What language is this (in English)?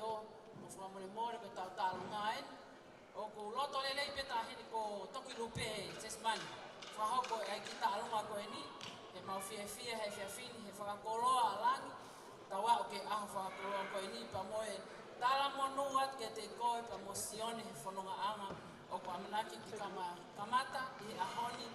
Tongan